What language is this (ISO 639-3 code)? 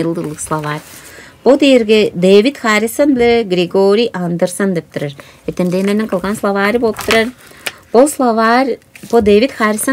tyv